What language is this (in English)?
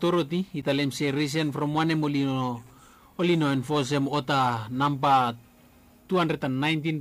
Bislama